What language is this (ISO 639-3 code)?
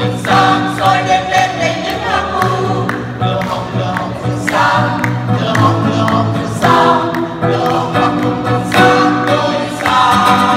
vie